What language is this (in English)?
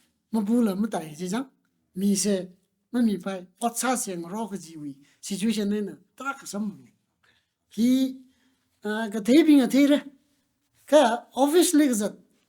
Tangkhul Naga (India)